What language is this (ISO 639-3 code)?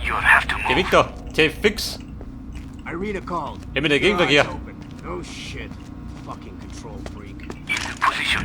bar